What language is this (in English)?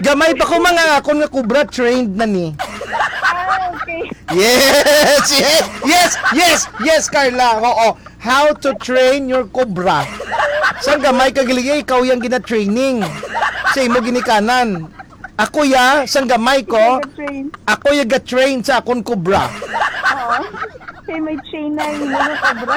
Hiligaynon